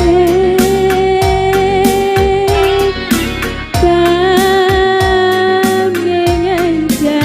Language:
Batak Karo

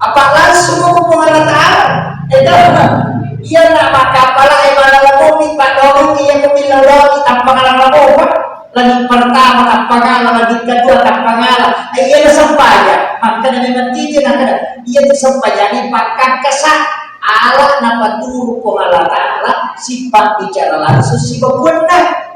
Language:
Buginese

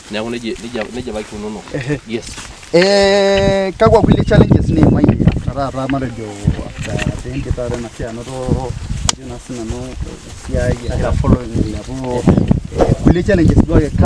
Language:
Masai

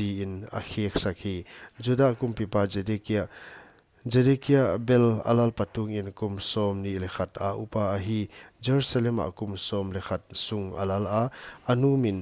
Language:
Paite Chin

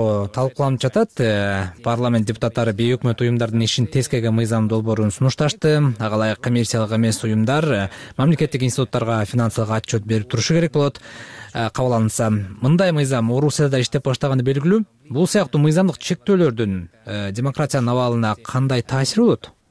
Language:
Kyrgyz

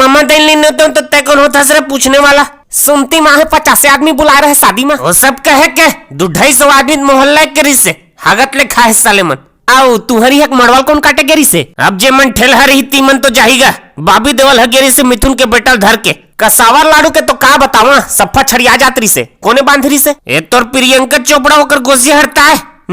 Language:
Chhattisgarhi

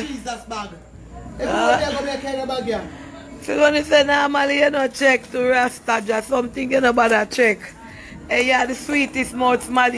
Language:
Jamaican Creole English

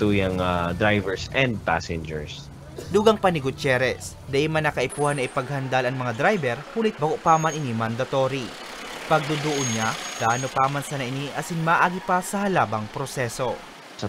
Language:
Bikol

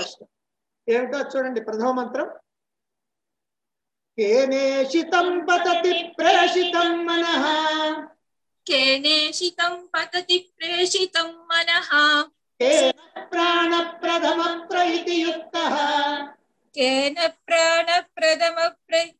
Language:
Telugu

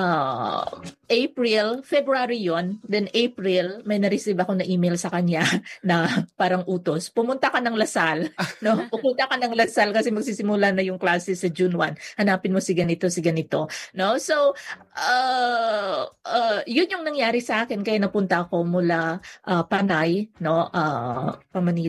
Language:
Filipino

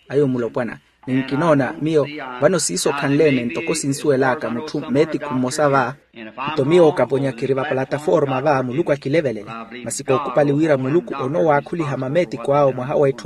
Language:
Makhuwa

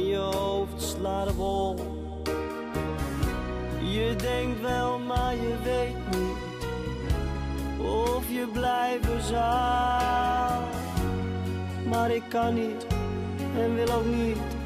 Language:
Dutch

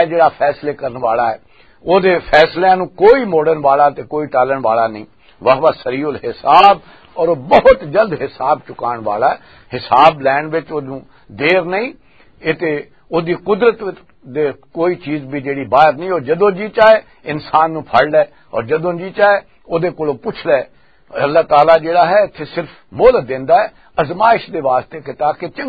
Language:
Western Panjabi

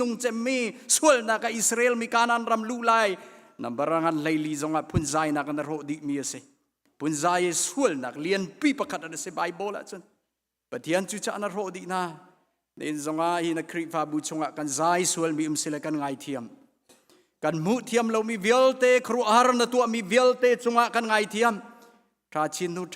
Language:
Hakha Chin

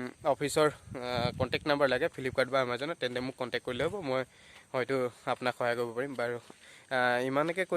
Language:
Assamese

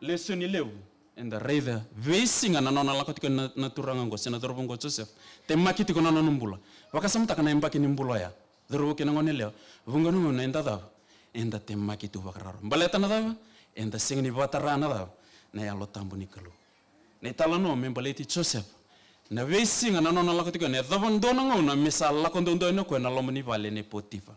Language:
Fijian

